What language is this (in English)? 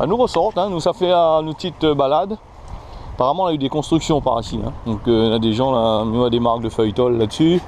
Réunion Creole French